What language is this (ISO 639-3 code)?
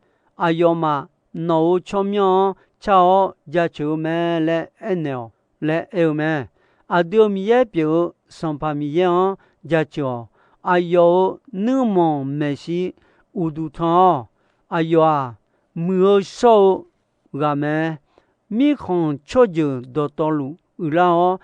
ahk